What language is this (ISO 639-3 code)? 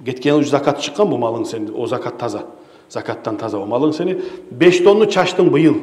kum